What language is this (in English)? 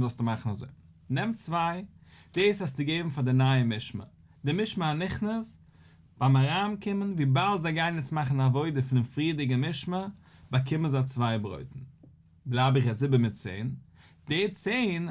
Yiddish